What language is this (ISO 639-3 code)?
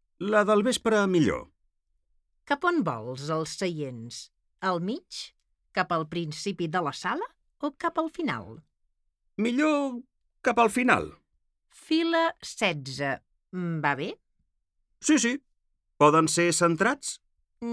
cat